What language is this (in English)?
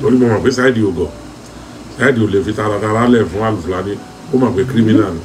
Yoruba